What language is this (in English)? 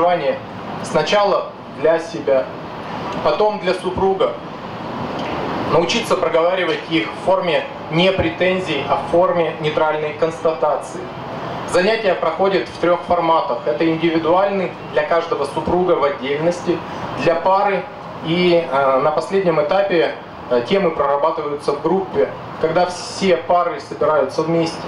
Russian